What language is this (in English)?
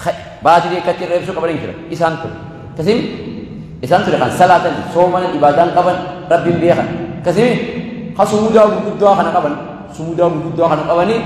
Oromo